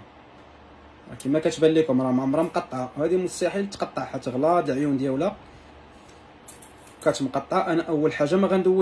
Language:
Moroccan Arabic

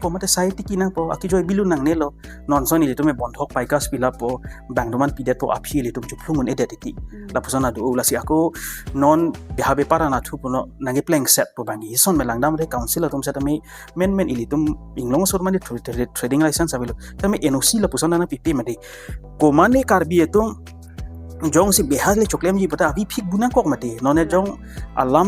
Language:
Karbi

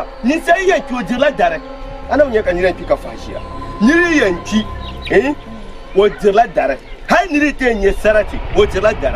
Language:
Dagbani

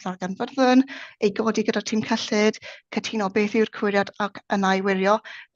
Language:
Welsh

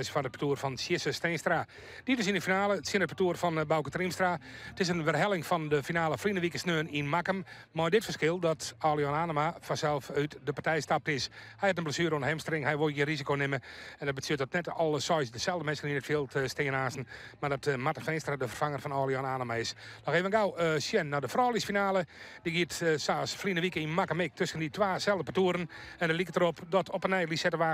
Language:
Western Frisian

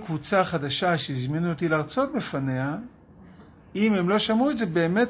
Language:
Hebrew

